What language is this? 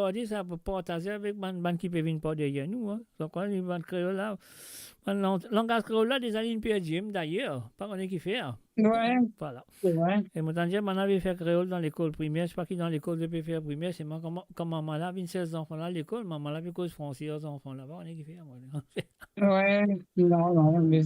Morisyen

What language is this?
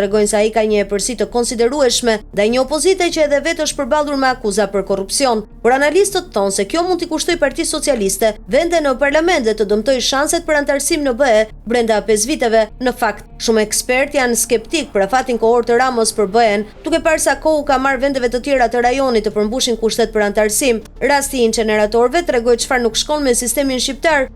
Albanian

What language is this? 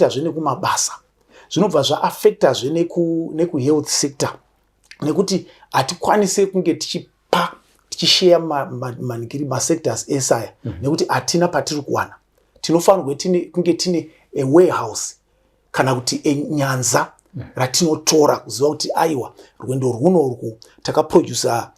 Shona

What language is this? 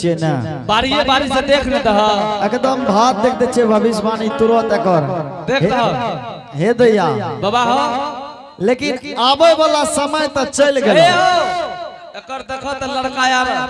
Angika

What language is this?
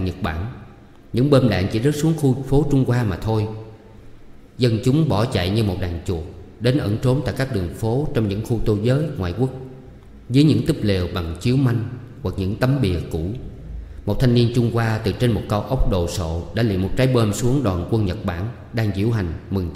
Vietnamese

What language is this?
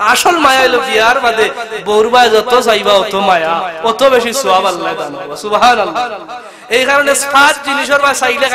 Sylheti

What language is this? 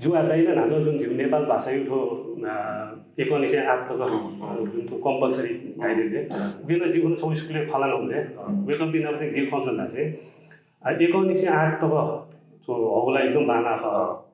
Newari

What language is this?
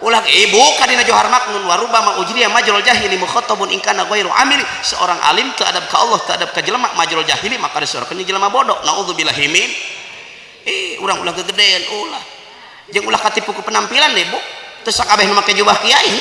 Sundanese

